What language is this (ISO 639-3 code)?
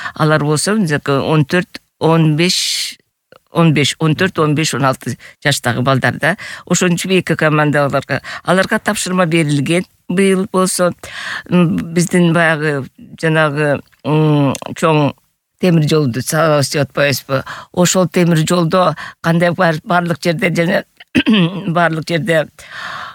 kir